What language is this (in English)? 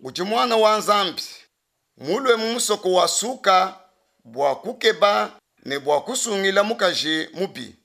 Luba-Lulua